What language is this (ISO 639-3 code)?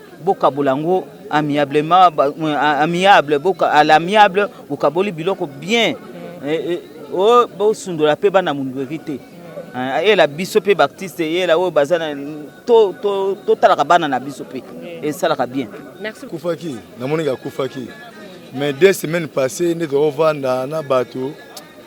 lin